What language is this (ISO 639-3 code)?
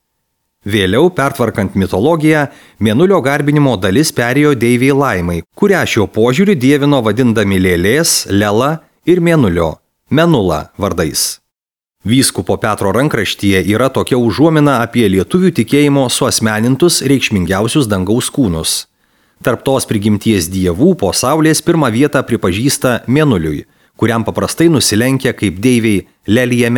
lit